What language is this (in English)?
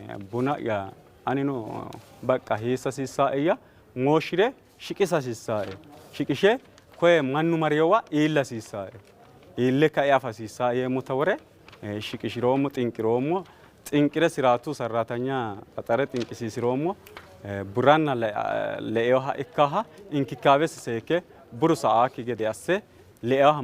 Sidamo